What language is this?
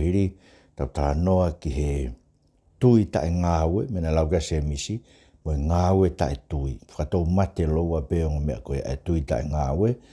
Tongan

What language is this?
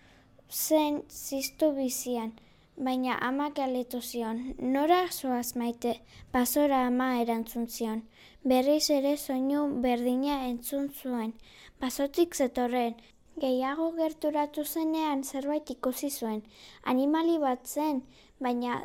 Basque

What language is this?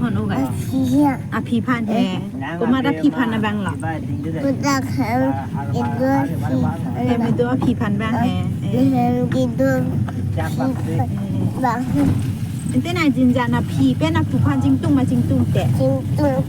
Karbi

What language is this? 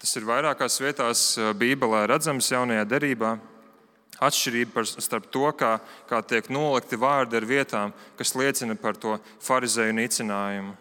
Latvian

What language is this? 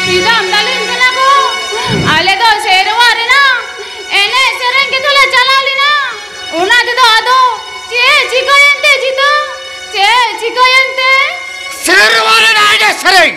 Santali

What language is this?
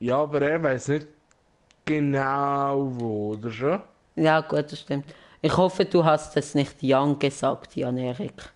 Swiss German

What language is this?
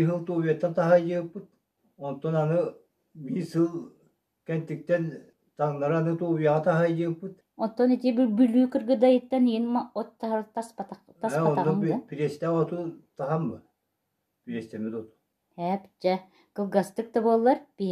Yakut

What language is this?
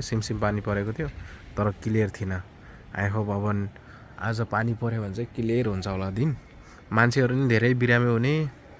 Nepali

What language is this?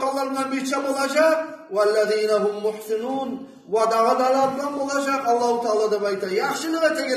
Kumyk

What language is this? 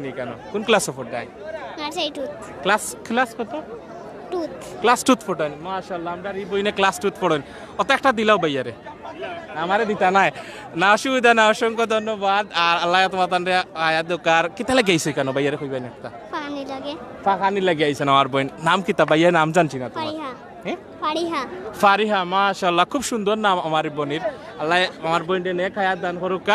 Sylheti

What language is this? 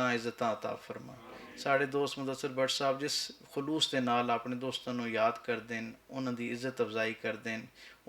Western Panjabi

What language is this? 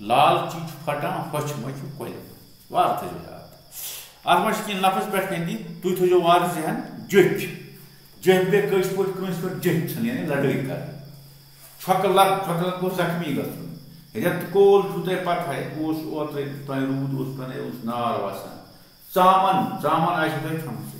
Kashmiri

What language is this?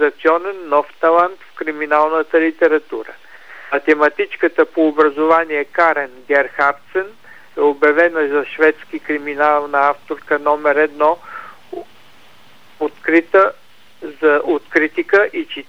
Bulgarian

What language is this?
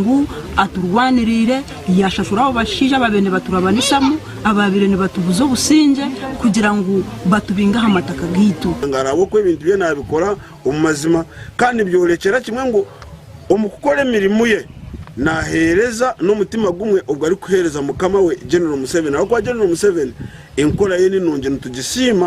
Nyankole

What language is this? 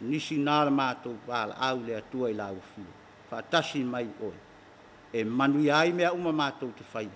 Samoan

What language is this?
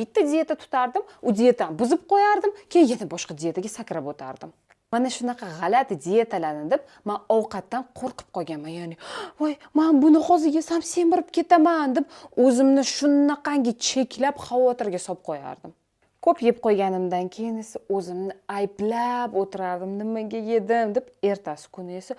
Uzbek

